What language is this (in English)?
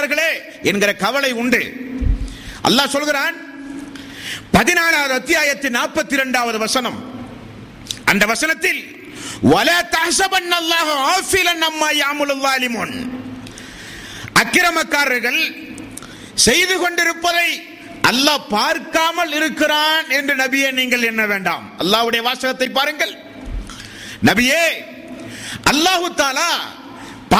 Tamil